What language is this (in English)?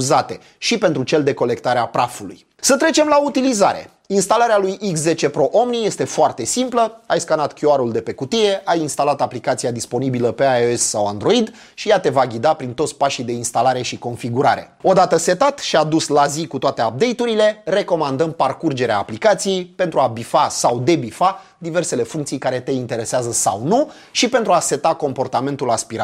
Romanian